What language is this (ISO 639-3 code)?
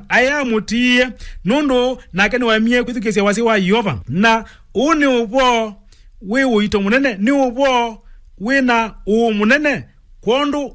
kam